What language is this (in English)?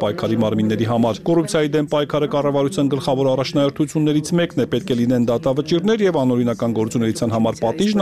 Armenian